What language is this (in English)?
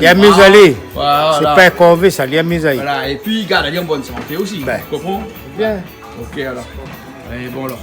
Réunion Creole French